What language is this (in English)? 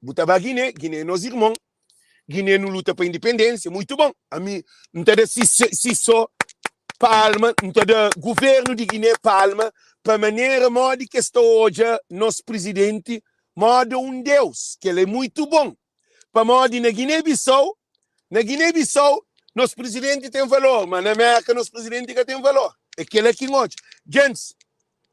Kabuverdianu